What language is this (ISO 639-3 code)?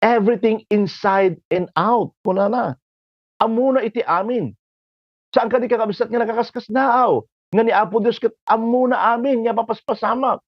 ilo